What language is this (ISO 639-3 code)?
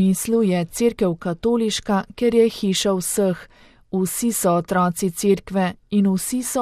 slv